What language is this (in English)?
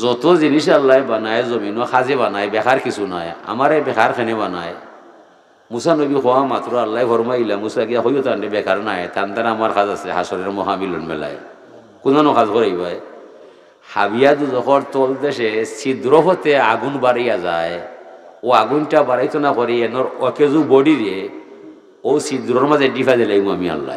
Sylheti